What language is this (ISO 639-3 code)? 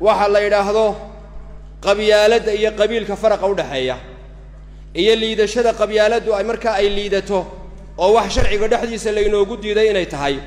som